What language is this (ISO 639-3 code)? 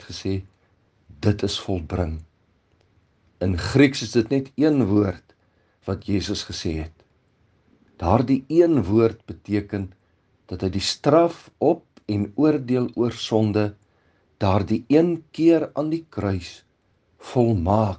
afr